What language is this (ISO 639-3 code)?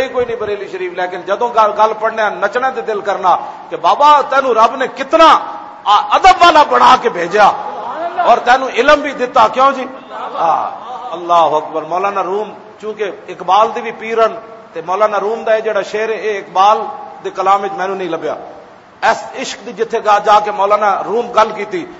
lah